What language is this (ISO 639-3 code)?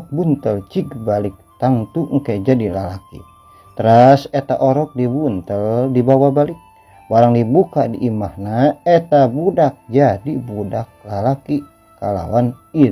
sun